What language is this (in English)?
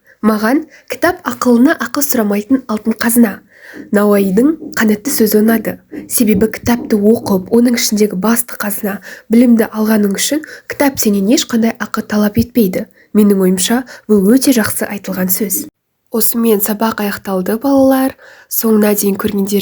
Kazakh